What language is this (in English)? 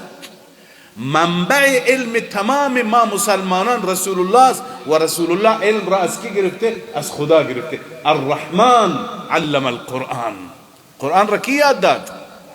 Persian